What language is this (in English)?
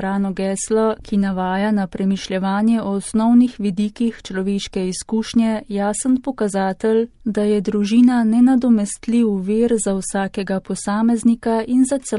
Slovenian